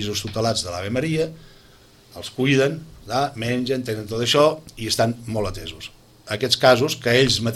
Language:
Catalan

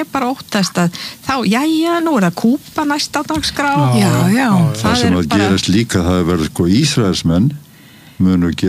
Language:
Icelandic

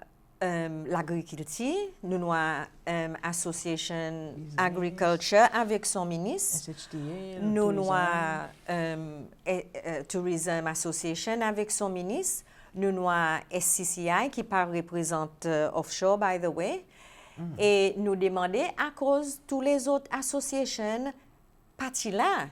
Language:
Seselwa Creole French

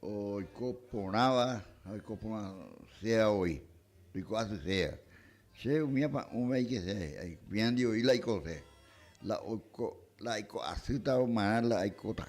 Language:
Guarani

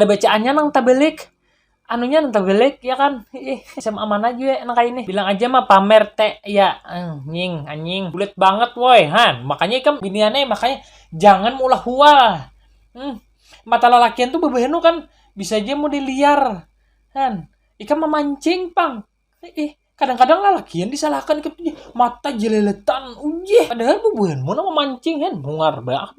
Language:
Banjar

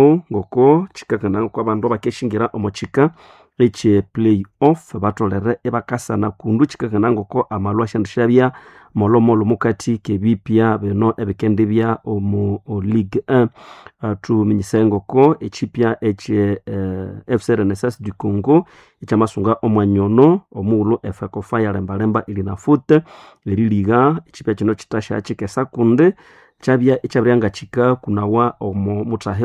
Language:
Nande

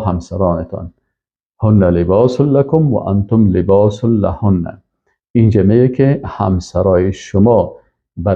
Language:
Persian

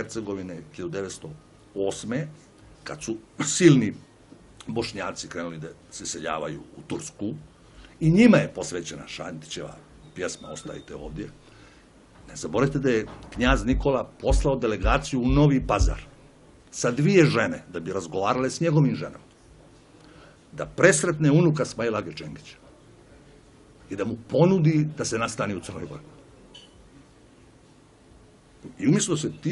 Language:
Bosnian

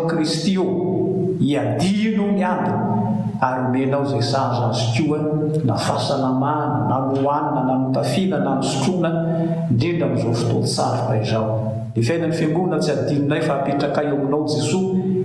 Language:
Malagasy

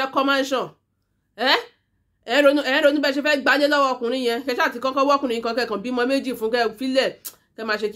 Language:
Yoruba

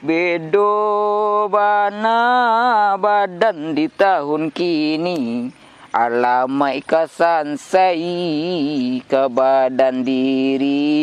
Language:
Minangkabau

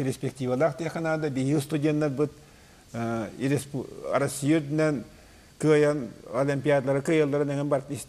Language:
Yakut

